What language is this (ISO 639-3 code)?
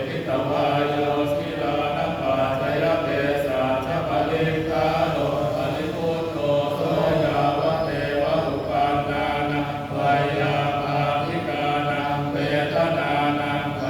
pli